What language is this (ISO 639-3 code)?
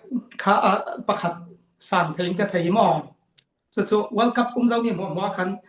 cfm